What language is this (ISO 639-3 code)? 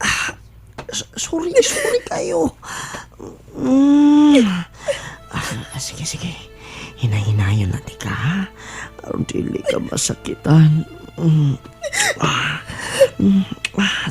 ceb